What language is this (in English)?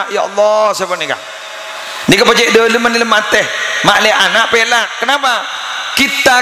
Madurese